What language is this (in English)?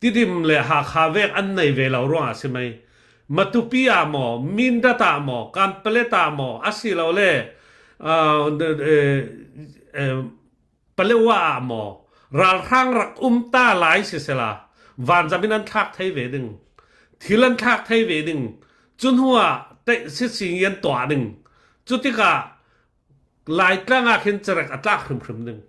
Falam Chin